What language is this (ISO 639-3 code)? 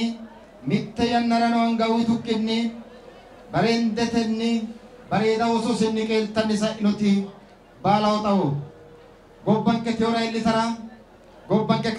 sid